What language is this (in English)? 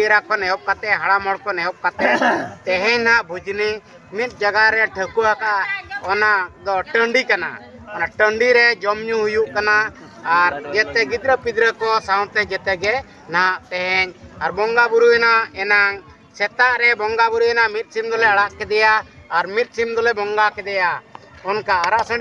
Santali